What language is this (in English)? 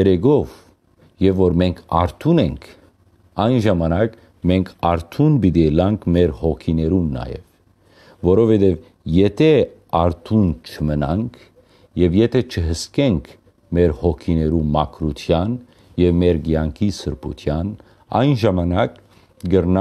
Western Armenian